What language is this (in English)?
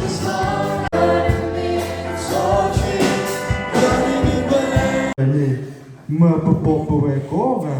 S'gaw Karen